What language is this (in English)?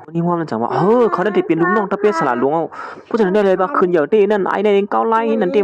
Shan